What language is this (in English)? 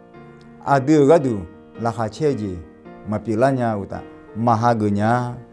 Akha